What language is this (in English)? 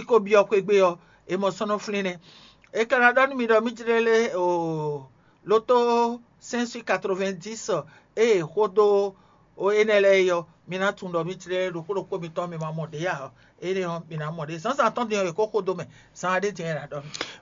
Fon